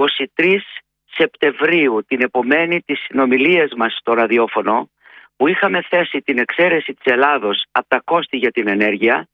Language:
Greek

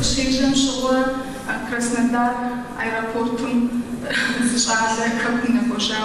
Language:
Kabardian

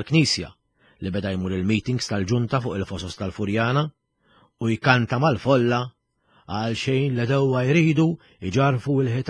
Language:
Maltese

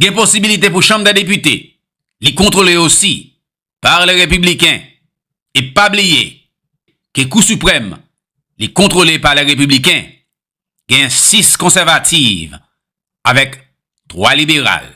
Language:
Haitian Creole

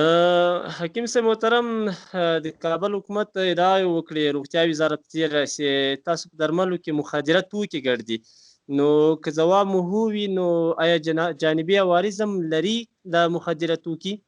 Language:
Pashto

